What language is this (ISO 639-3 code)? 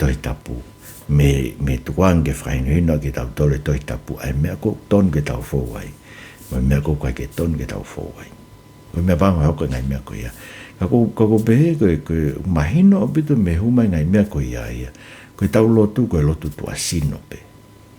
ton